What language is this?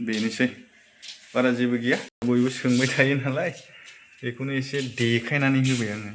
Bodo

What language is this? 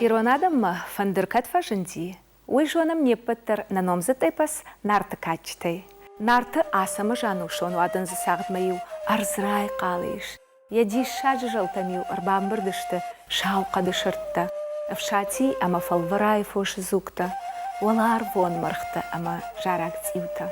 Ossetic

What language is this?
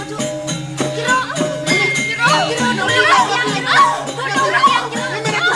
Balinese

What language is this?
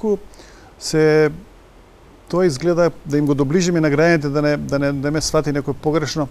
Macedonian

